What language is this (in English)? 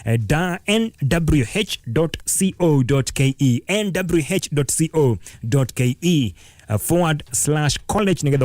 Kikuyu